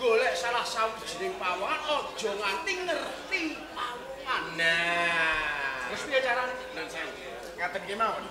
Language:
Javanese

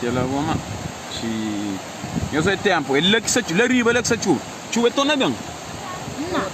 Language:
Kabuverdianu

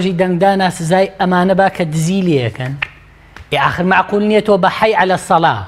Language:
Central Kurdish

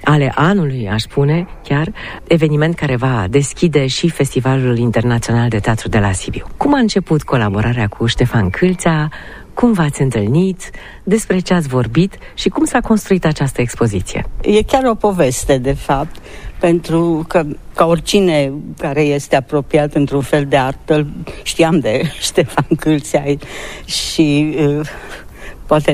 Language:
Romanian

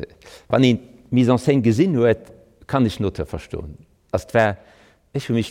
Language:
Luxembourgish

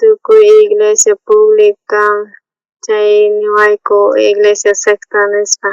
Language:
South Bolivian Quechua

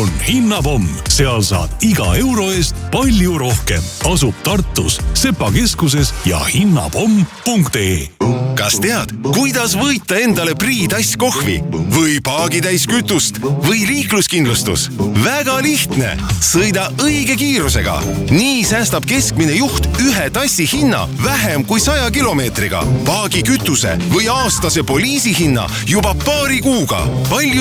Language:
Estonian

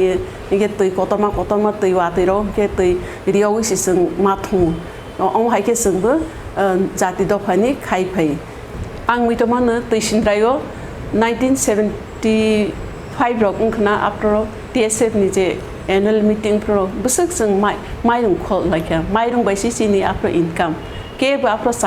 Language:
Kok Borok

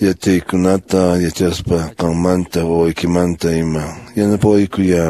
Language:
Quechua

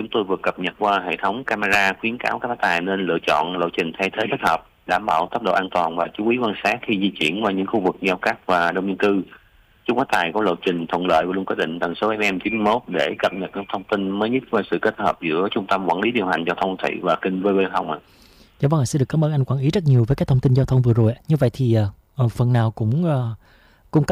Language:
Vietnamese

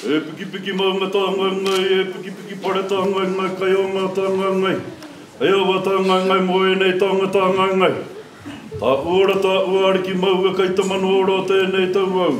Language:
Māori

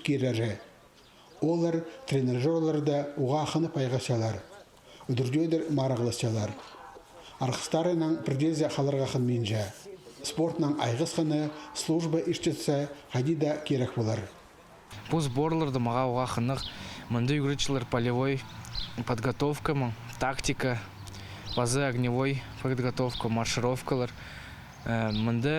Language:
Khakas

